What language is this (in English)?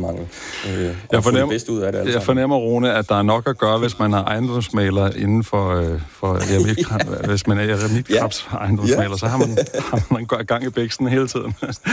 Danish